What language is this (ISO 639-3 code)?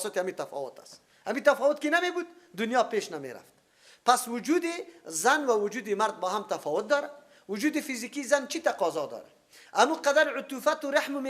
fas